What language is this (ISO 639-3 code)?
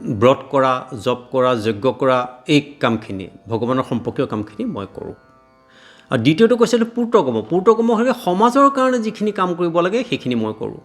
asm